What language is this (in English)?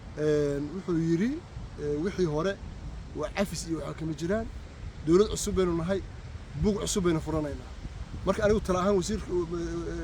Somali